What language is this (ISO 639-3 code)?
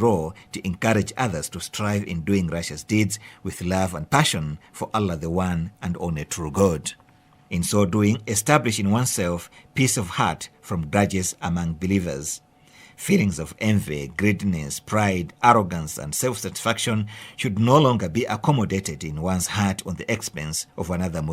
eng